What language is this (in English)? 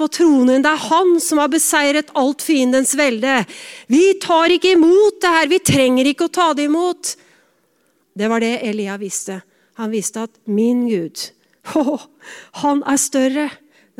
Norwegian